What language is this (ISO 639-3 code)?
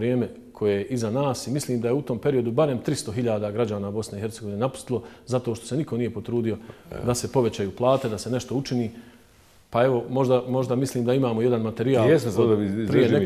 bos